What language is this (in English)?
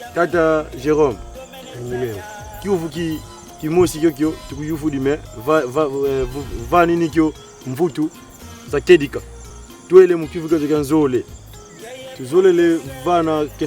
Kongo